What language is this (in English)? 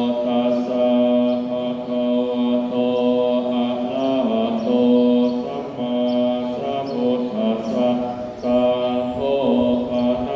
Pali